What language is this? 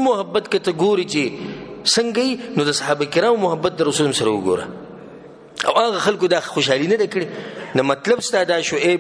Pashto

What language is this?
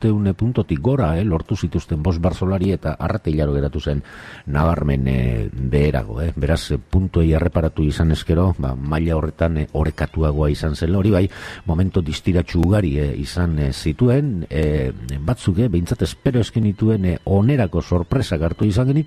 Basque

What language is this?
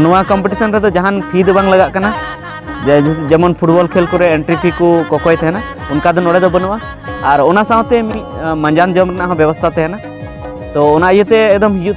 Santali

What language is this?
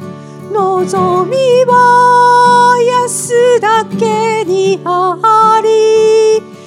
Japanese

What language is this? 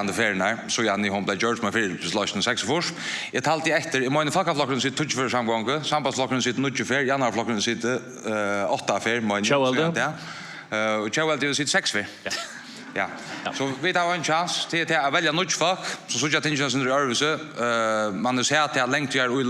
Faroese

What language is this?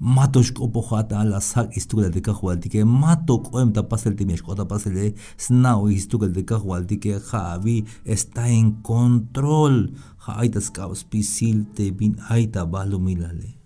Tzeltal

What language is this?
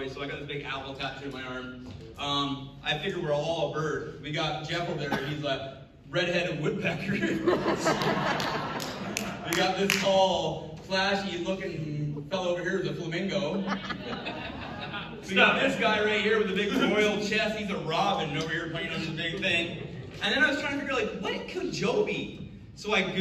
English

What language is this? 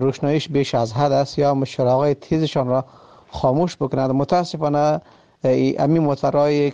Persian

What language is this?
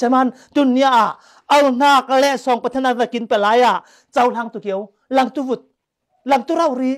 Falam Chin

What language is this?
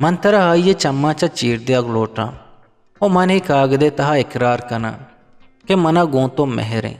Eastern Balochi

